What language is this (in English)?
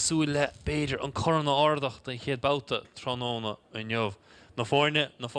Irish